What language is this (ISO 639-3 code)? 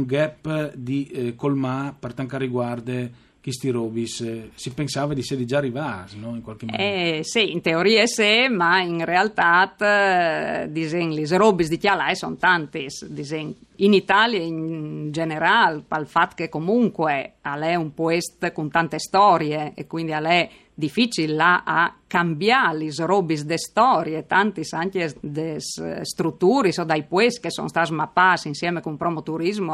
fur